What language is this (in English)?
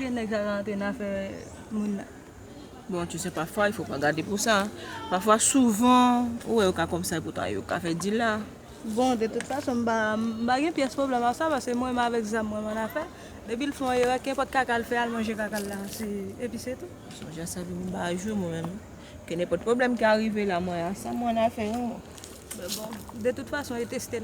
Haitian Creole